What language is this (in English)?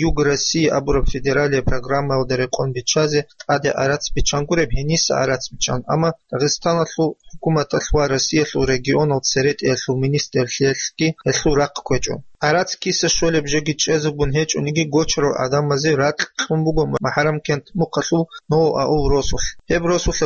Avaric